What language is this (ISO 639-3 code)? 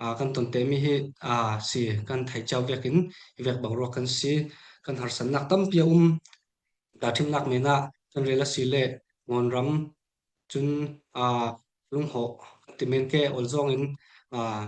cfm